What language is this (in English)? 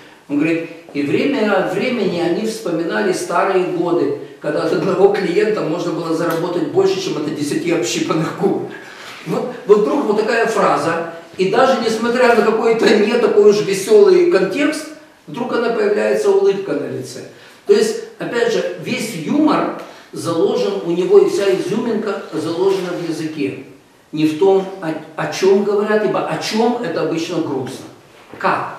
Russian